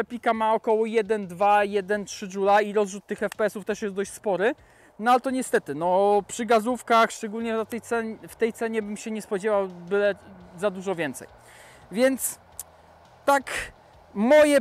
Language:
Polish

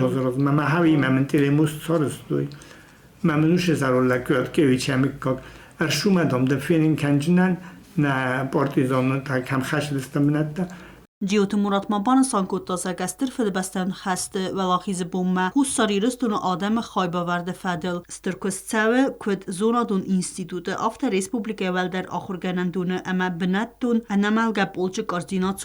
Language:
Ossetic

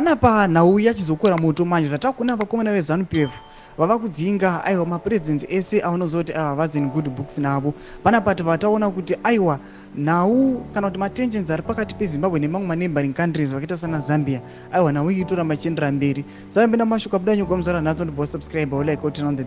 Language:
Shona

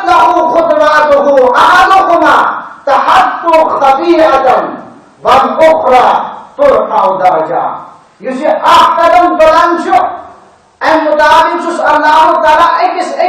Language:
Kashmiri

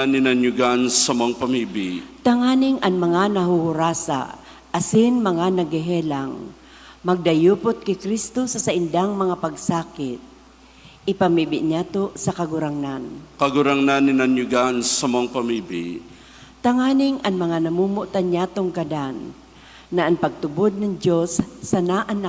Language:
Bikol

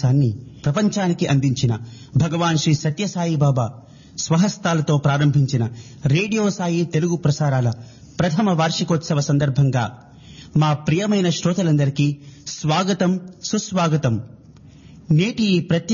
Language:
Telugu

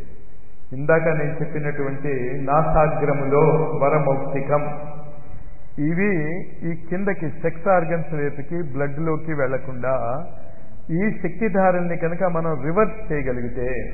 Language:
Telugu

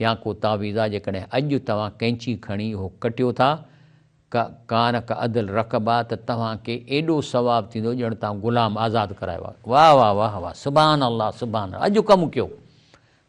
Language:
Sindhi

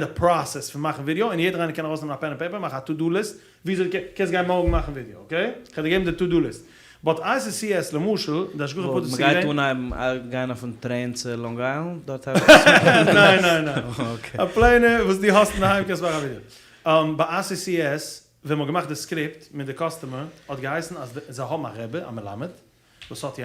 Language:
Yiddish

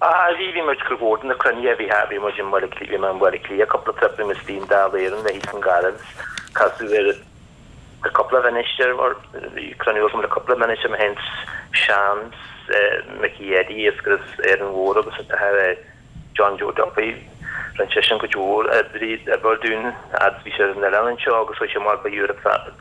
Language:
Irish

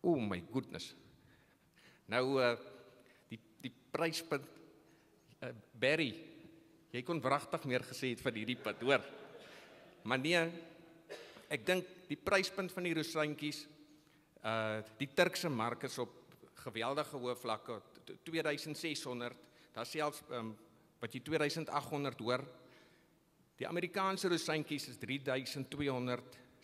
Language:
Afrikaans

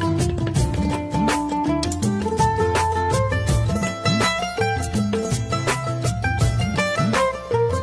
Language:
Bangla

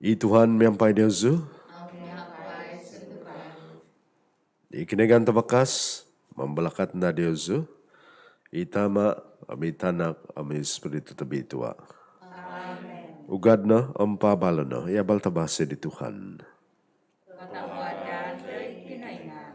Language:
Central Dusun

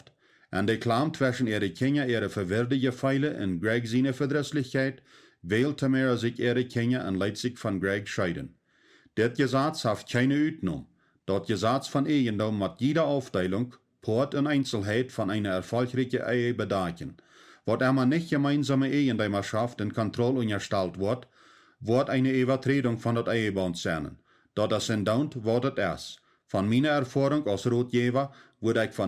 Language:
Plautdietsch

